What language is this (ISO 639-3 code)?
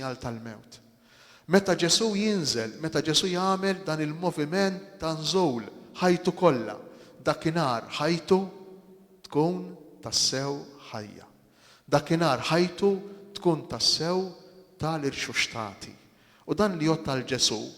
mlt